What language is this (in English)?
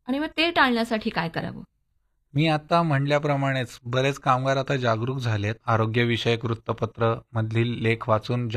Marathi